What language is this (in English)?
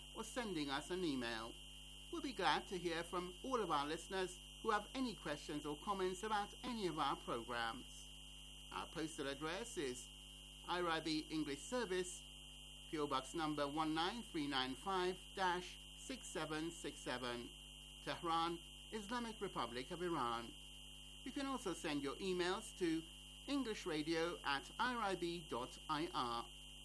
English